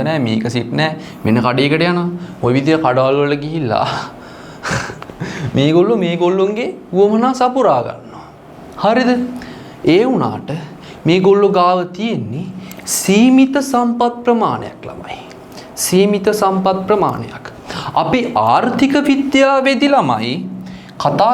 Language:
Sinhala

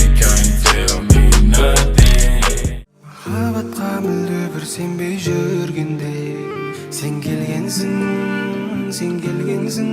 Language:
Kara-Kalpak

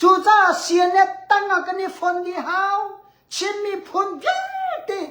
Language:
Hakha Chin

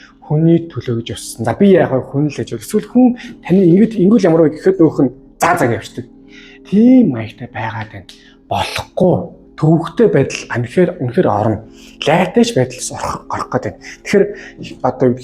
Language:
Mongolian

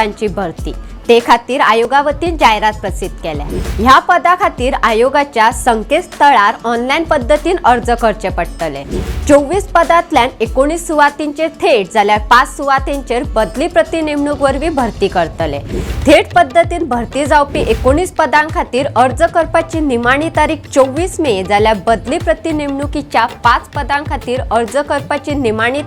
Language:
Konkani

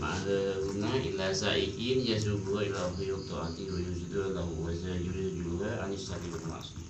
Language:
Madurese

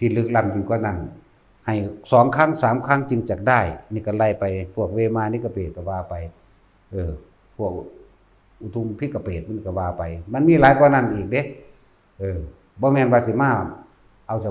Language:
Northeastern Thai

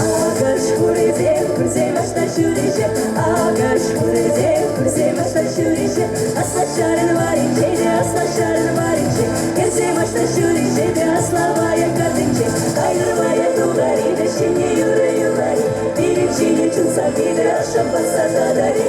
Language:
Chuvash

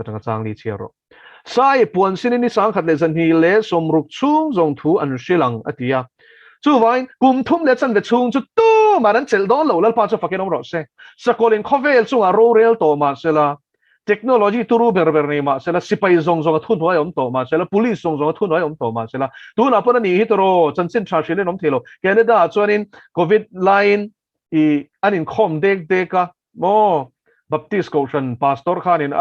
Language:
Mizo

